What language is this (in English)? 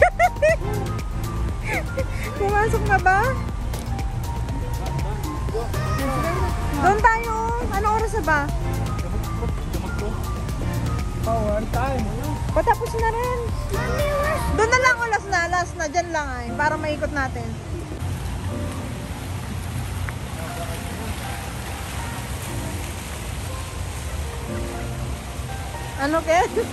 Filipino